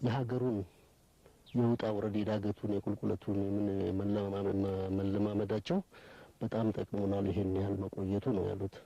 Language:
Amharic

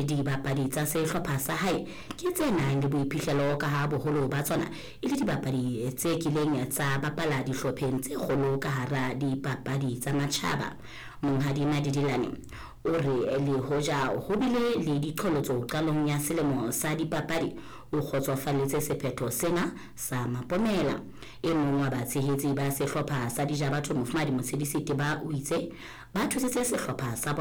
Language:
Southern Sotho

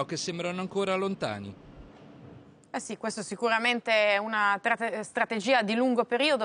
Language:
Italian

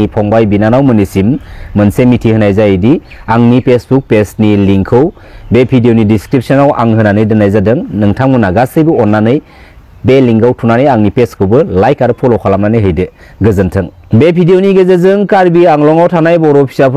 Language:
Bodo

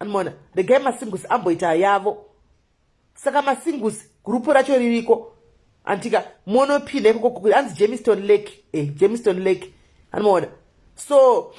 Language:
Shona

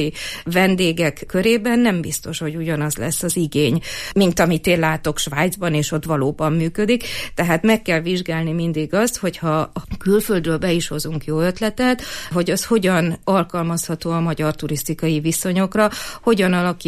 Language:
Hungarian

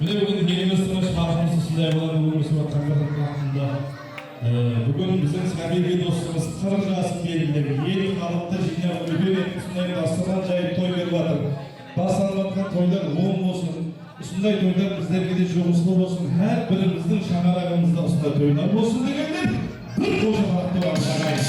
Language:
Kara-Kalpak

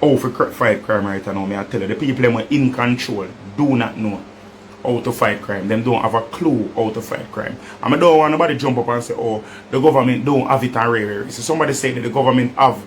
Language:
Jamaican Creole English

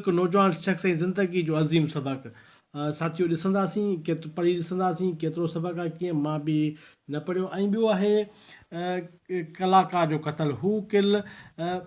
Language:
Sindhi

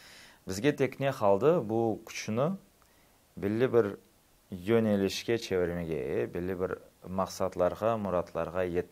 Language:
Crimean Tatar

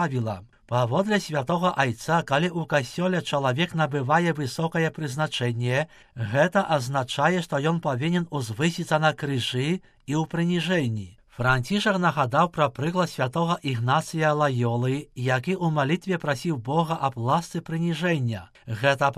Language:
Belarusian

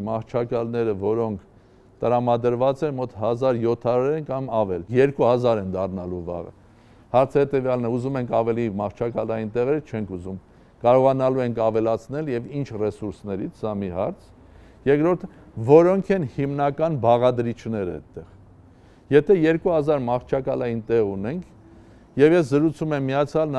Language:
Armenian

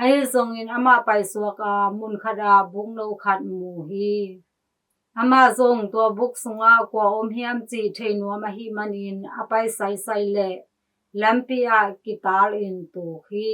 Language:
Tedim Chin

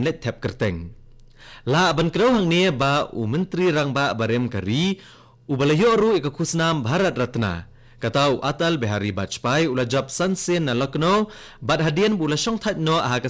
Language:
Khasi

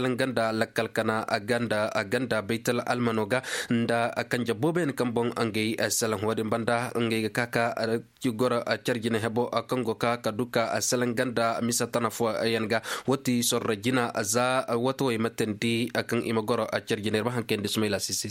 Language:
Koyraboro Senni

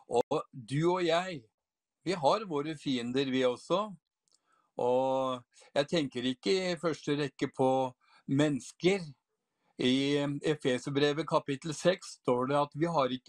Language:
Norwegian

